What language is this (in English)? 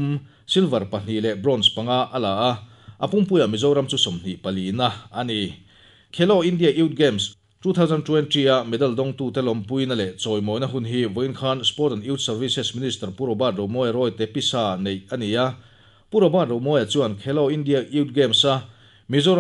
Mizo